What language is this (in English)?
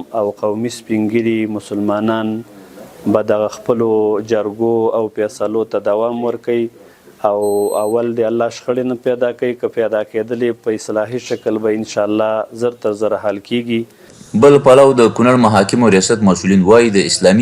Pashto